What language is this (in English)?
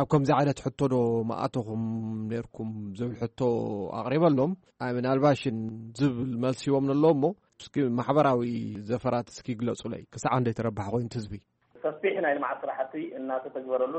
Tigrinya